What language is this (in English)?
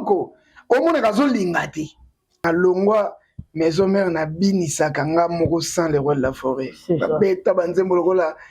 Lingala